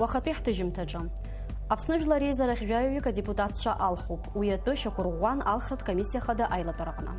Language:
Abkhazian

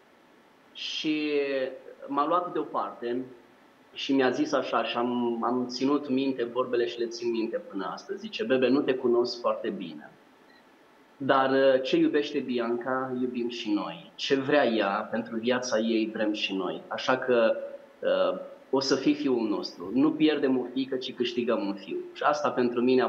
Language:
Romanian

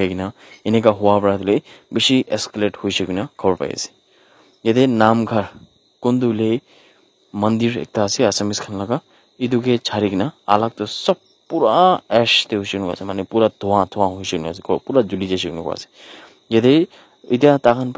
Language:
Naga Pidgin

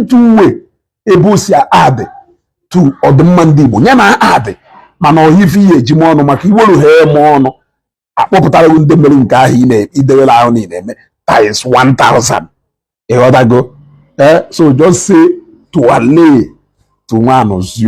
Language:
Igbo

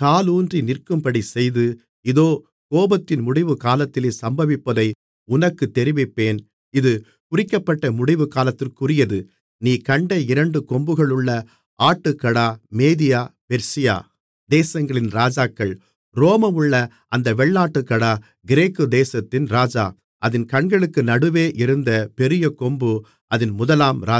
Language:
Tamil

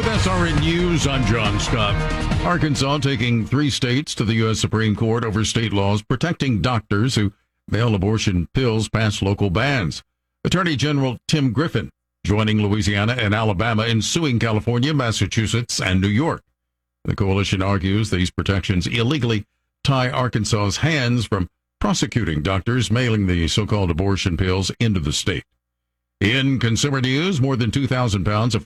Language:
English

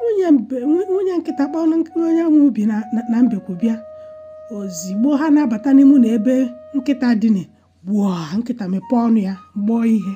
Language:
Igbo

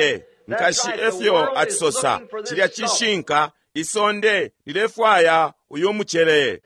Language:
Bemba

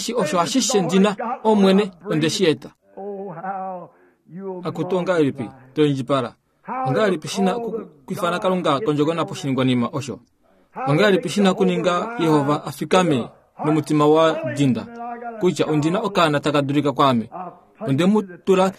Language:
Kuanyama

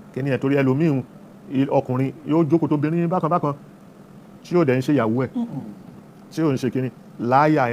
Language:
Yoruba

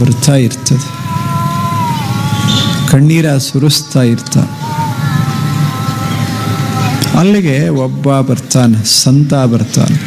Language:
Kannada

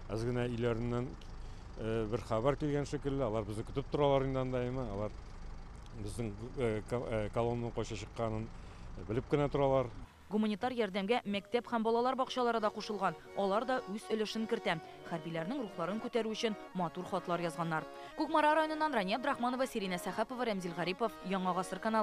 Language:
Tatar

